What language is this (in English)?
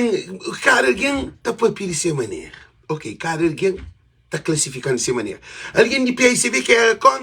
Kabuverdianu